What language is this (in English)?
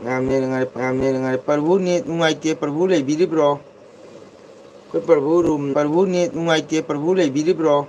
Manipuri